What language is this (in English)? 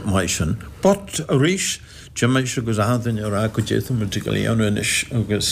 Irish